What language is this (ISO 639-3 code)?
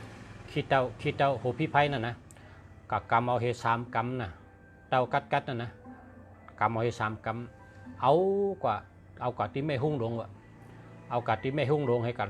shn